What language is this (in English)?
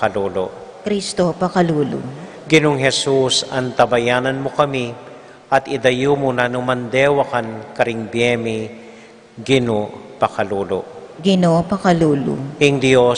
Pampanga